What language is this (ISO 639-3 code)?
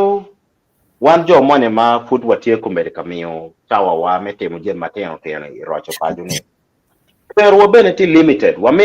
ach